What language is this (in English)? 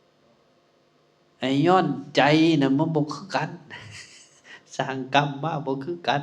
Lao